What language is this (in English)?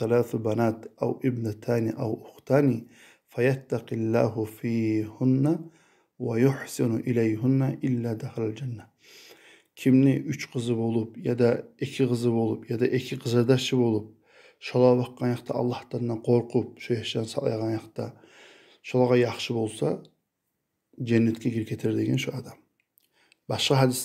Kumyk